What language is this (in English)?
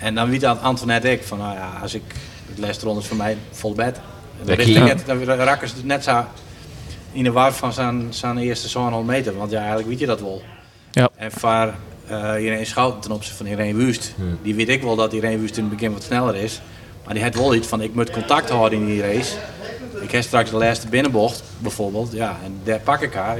Western Frisian